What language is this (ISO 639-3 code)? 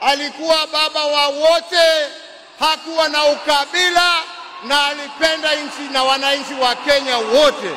swa